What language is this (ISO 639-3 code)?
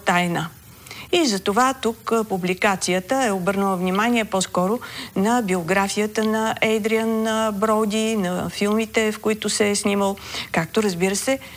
bul